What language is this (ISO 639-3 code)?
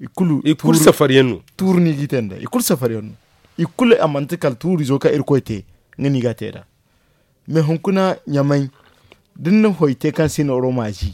dje